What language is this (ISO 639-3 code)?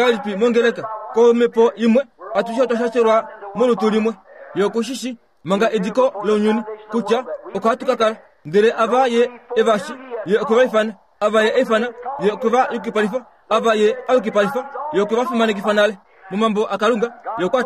kua